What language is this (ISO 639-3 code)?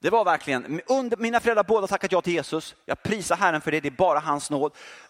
swe